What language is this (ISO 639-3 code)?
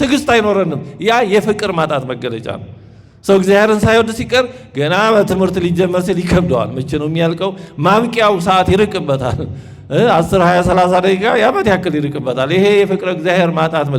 amh